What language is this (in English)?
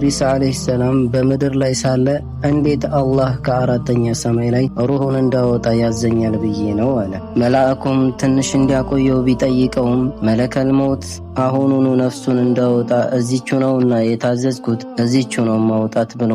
Amharic